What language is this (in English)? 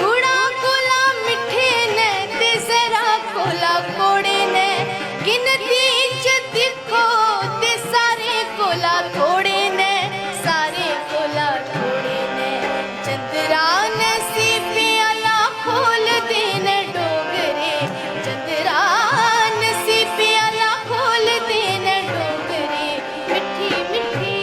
Dogri